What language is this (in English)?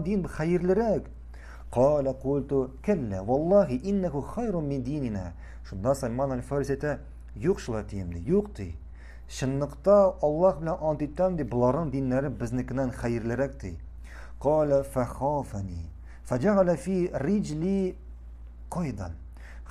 Tatar